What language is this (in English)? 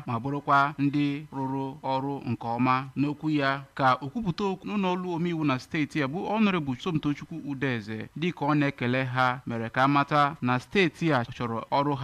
Igbo